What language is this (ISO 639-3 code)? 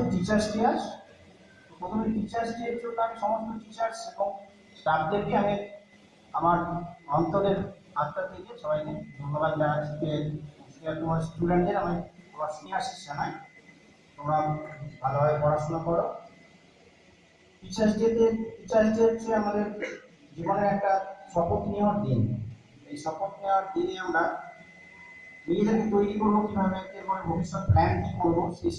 ben